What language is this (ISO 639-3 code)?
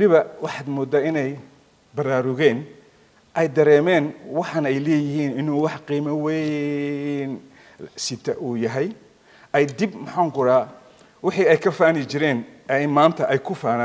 som